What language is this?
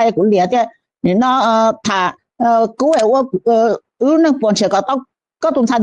Hmong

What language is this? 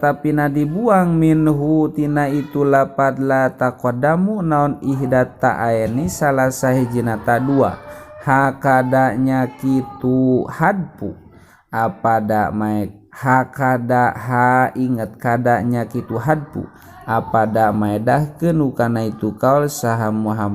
Sundanese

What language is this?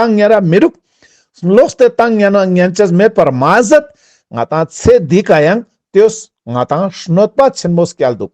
Ladakhi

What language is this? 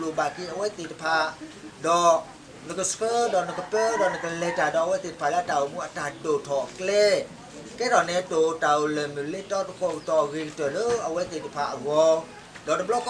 S'gaw Karen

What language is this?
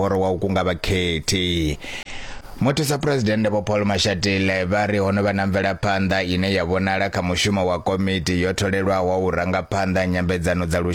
Venda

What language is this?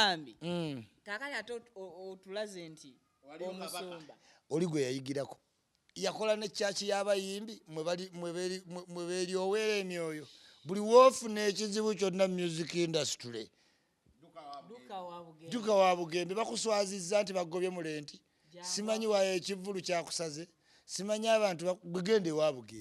Ganda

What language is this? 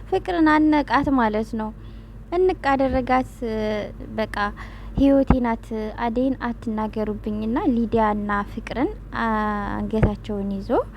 Amharic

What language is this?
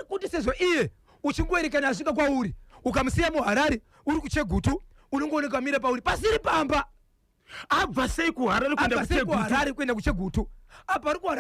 Shona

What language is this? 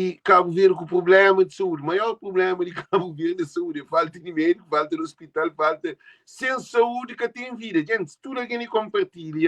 Kabuverdianu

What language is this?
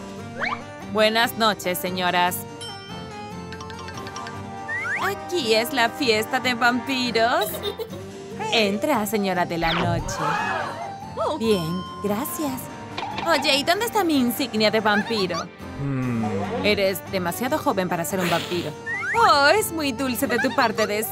Spanish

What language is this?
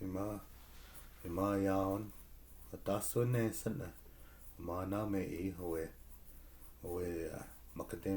Chippewa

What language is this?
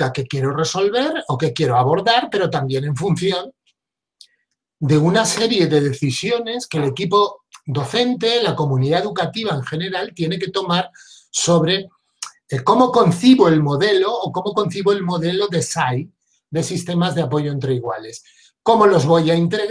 Spanish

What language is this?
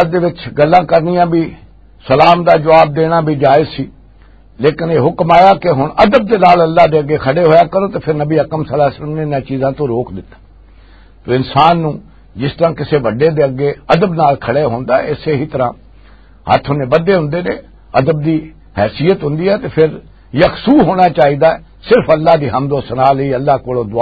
Western Panjabi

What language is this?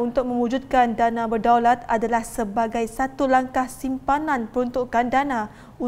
Malay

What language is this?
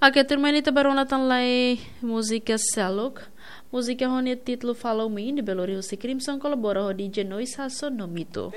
Tetum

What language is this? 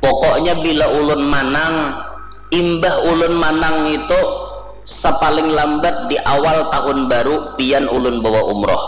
Banjar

